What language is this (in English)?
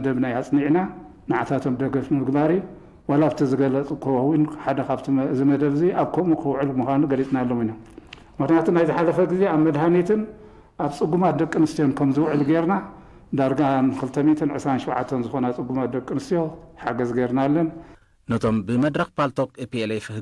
Tigrinya